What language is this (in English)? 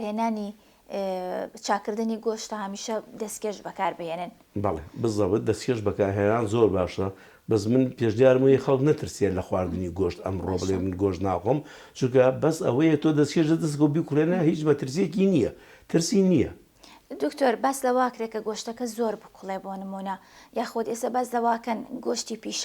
Central Kurdish